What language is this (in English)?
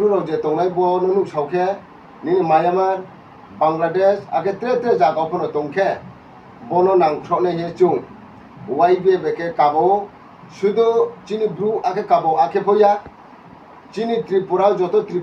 Riang (India)